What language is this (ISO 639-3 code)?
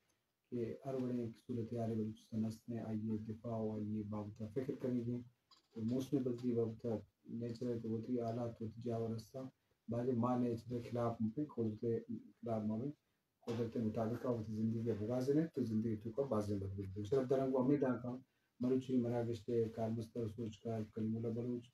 bgp